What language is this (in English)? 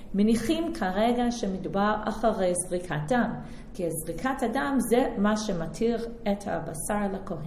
Hebrew